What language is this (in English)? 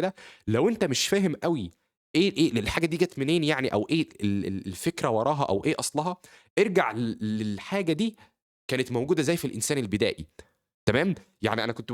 Egyptian Arabic